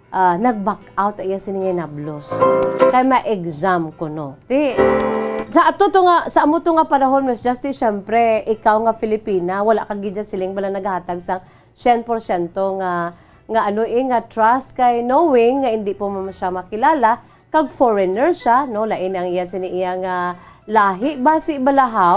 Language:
Hiligaynon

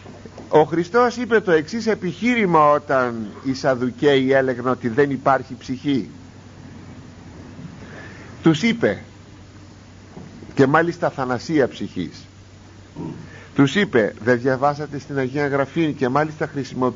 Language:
Greek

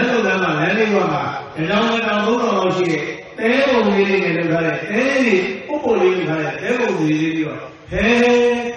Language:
Burmese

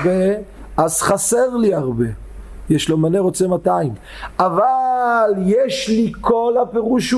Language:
Hebrew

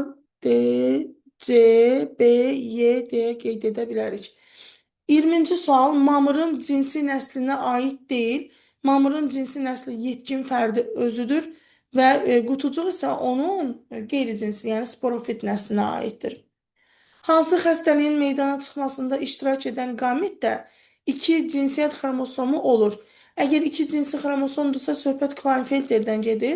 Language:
Azerbaijani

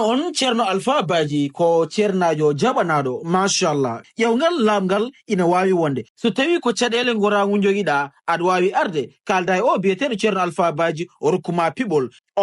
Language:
Fula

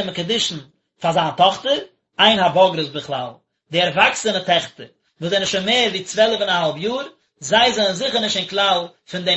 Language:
Yiddish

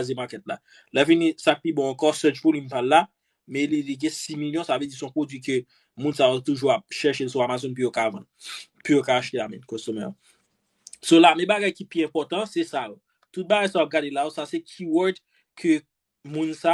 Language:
Haitian Creole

